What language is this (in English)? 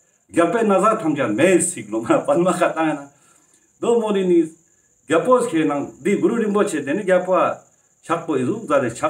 Ladakhi